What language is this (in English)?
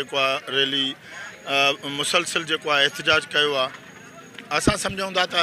Sindhi